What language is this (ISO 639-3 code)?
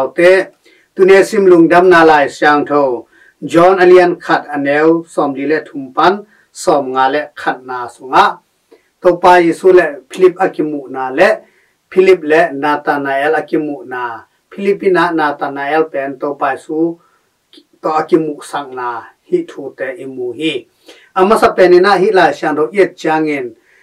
ctd